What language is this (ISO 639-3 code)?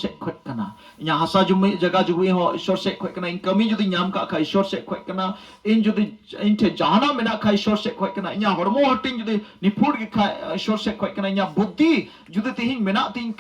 sat